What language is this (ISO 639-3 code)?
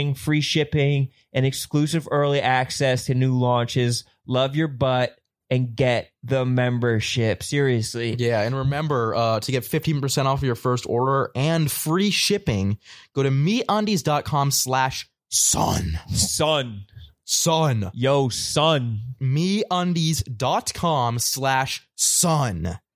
eng